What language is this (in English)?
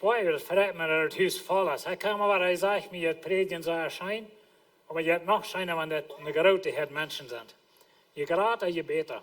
Plautdietsch